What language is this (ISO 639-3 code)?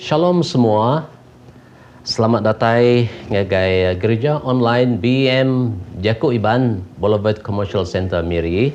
iba